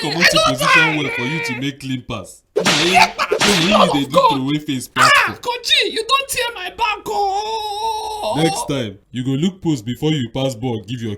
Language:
Nigerian Pidgin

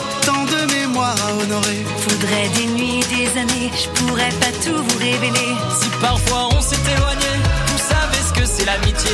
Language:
French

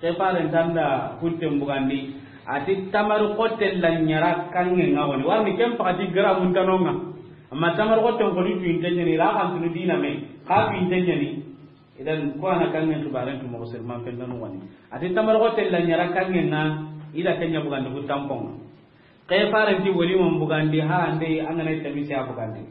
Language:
Soninke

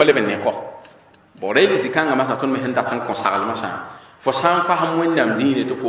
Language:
Mossi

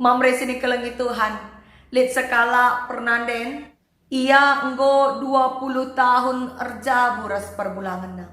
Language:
Batak Karo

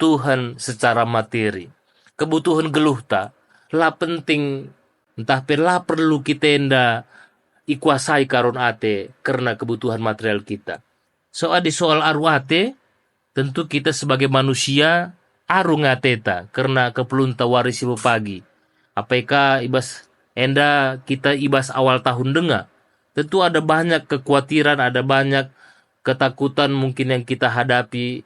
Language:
Batak Karo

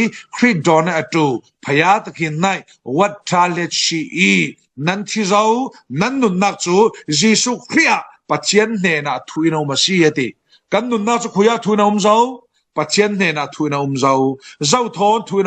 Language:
Falam Chin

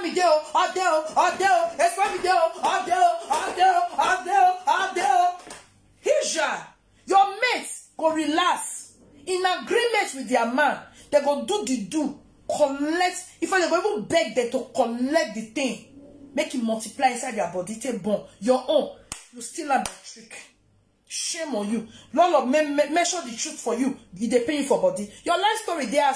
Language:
Nigerian Pidgin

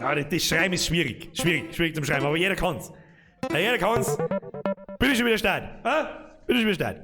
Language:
Bavarian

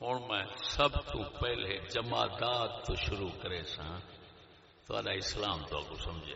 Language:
Saraiki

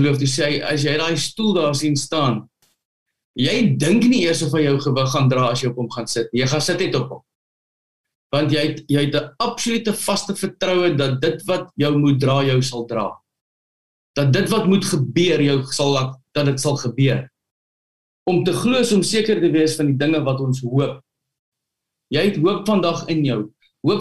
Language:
Afrikaans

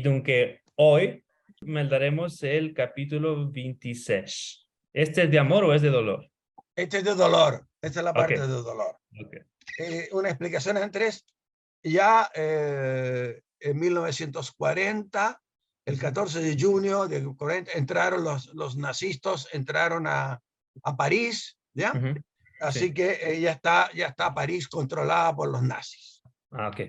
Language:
Ladino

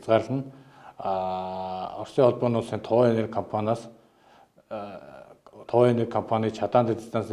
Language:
Mongolian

